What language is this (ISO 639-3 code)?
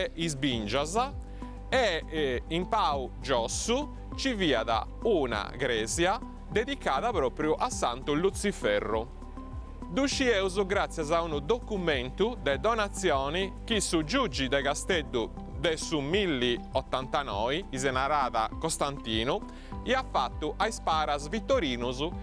srd